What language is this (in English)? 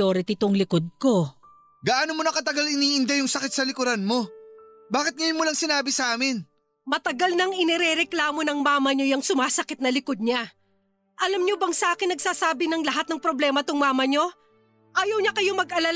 Filipino